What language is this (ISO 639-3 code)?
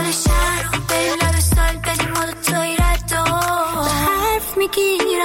fas